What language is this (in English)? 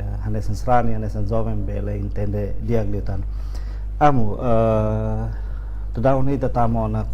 Tetum